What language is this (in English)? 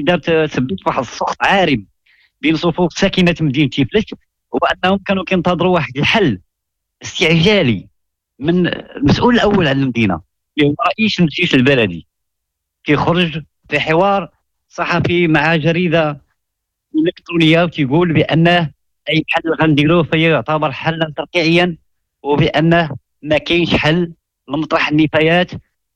Moroccan Arabic